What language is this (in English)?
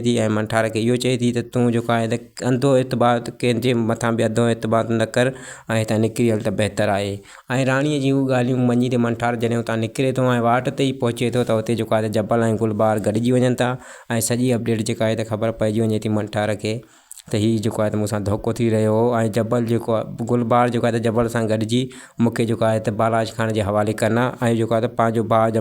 Sindhi